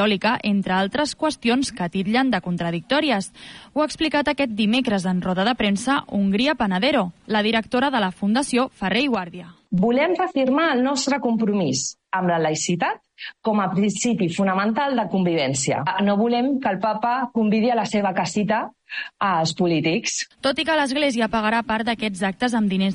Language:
Catalan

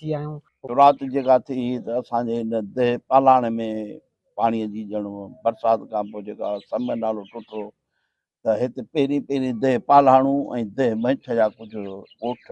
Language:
Sindhi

